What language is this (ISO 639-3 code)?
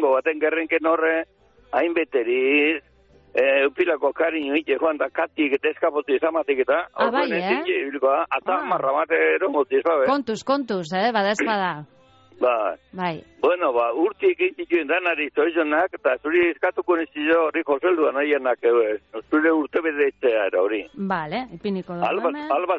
eus